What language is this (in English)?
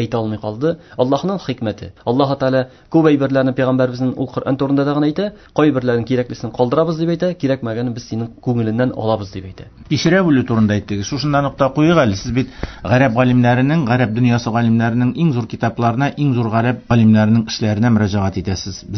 Tatar